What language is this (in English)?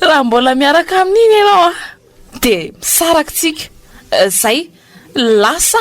Malagasy